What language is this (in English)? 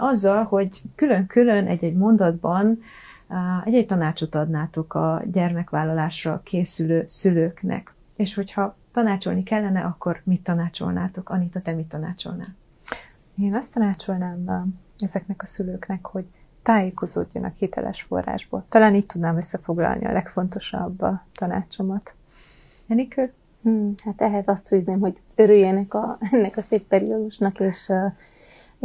Hungarian